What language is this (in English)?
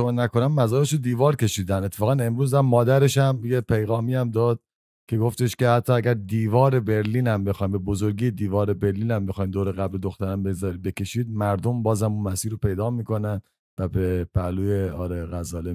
Persian